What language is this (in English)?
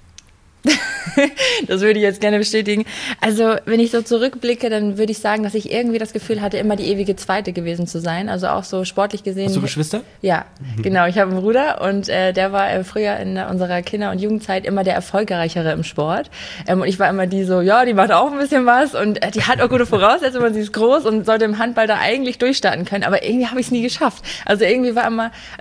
German